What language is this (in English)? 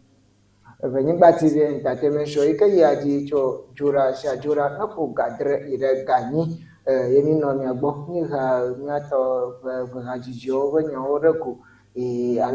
Ewe